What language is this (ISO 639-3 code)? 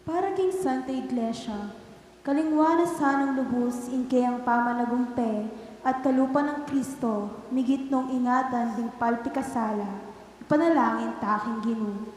pam